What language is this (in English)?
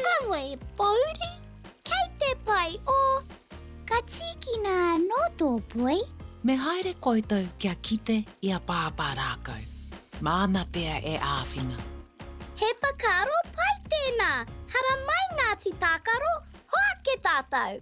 Māori